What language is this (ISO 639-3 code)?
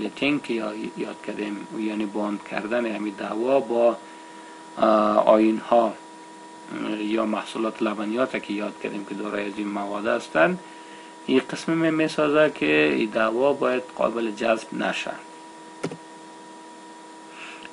fas